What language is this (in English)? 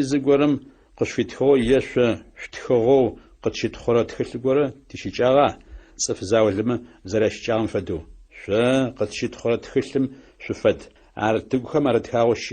Adyghe